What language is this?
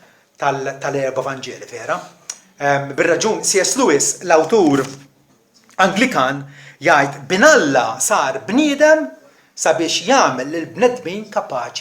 Maltese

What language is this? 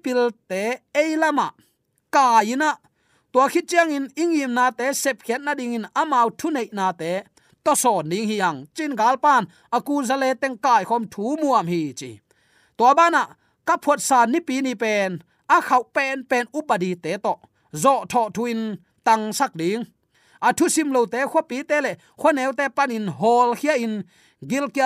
Tedim Chin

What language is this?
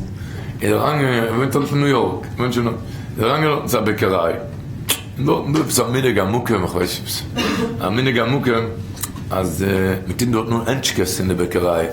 Yiddish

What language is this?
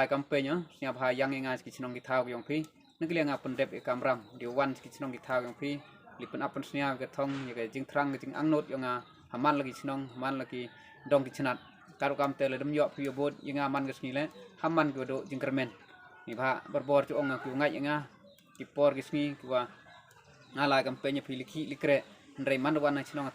Khasi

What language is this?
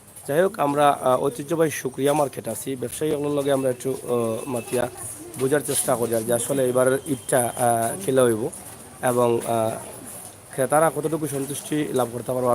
Sylheti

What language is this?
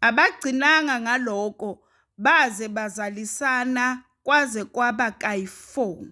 Zulu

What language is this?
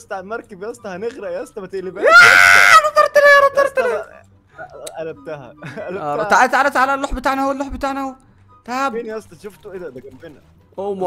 Egyptian Arabic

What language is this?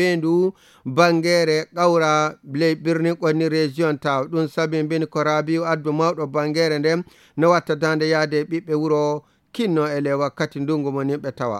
Nigerian Fulfulde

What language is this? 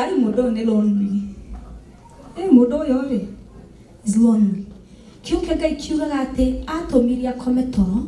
Kikuyu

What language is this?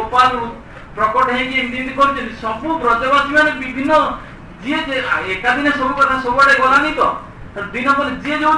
Odia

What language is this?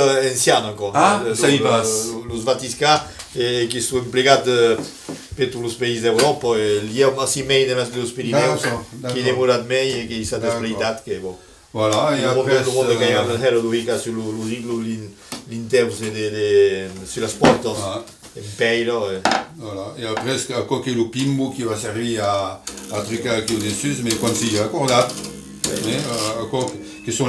Occitan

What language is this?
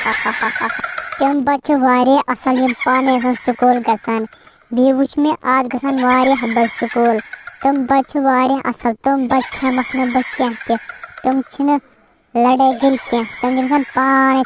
Kashmiri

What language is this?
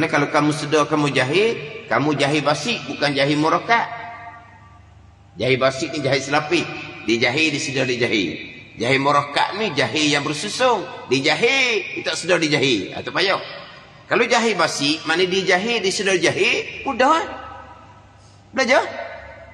Malay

